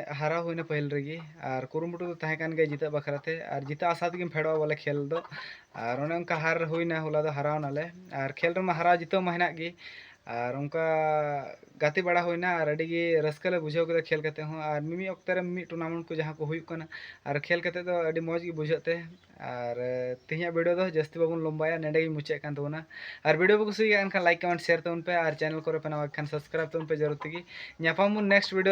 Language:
Santali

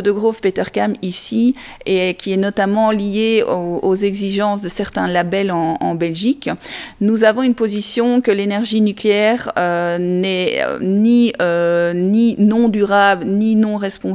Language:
French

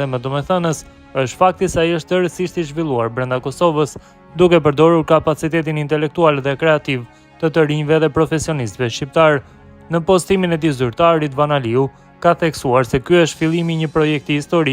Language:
Albanian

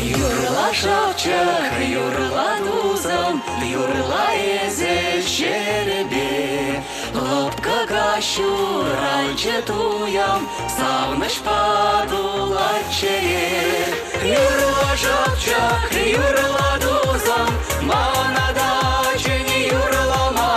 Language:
Chuvash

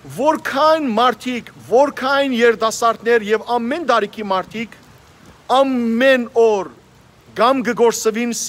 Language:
Western Armenian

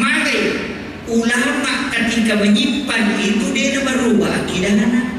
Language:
Buginese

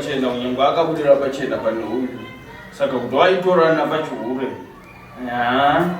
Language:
Shona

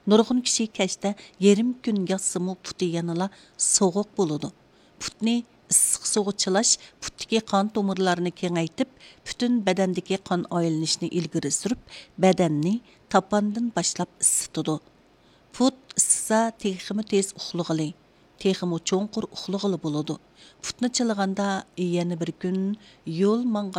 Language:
Uyghur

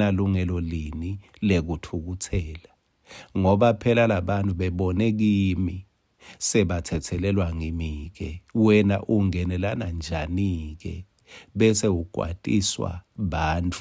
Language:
Swati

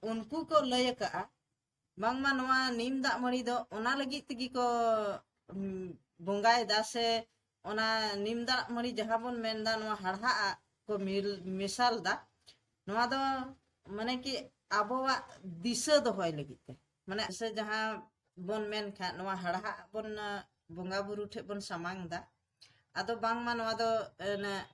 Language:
Santali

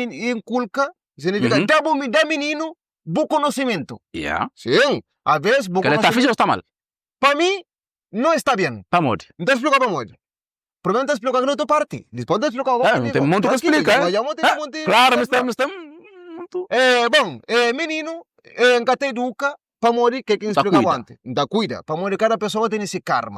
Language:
Kabuverdianu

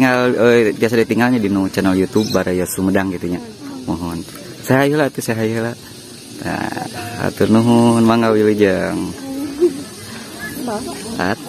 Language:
Sundanese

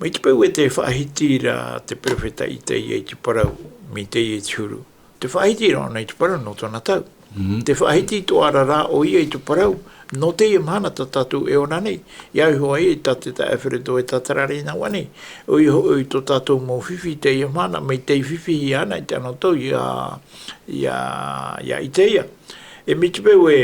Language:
Tahitian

